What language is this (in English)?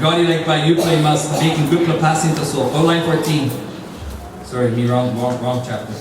Tok Pisin